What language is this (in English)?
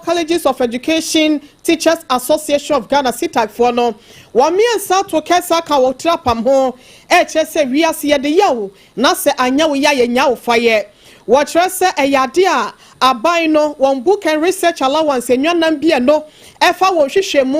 Akan